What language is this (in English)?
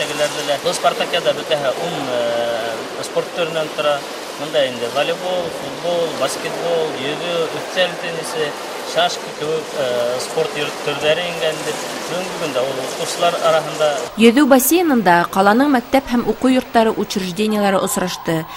Bashkir